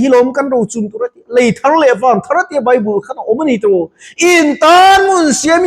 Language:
Mizo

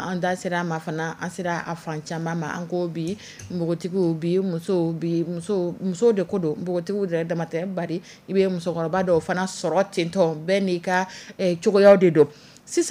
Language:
Dyula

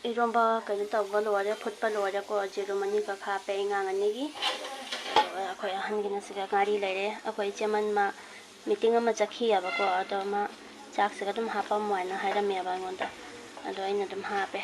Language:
Manipuri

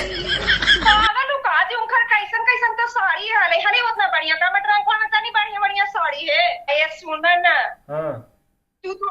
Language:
Magahi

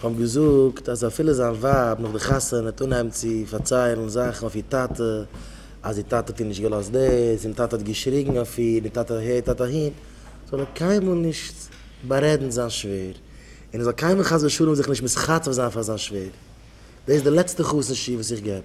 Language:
Yiddish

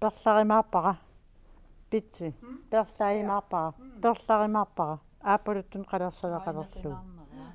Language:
Kalaallisut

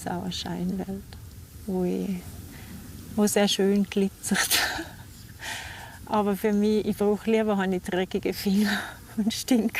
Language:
Swiss German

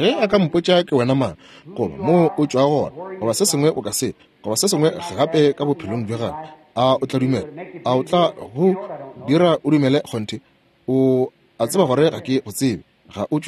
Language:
Northern Sotho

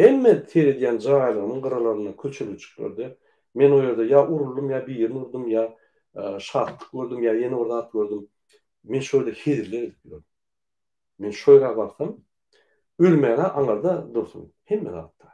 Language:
Turkmen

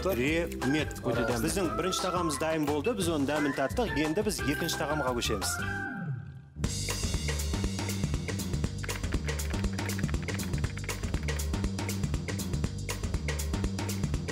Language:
Kazakh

